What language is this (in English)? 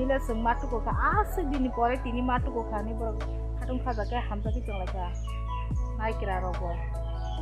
Kok Borok